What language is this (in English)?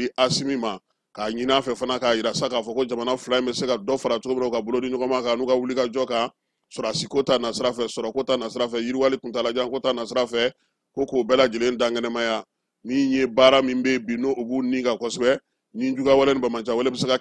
Bambara